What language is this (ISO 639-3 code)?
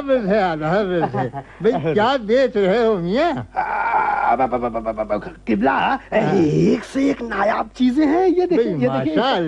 urd